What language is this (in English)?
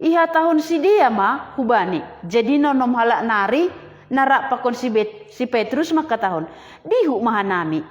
Batak Simalungun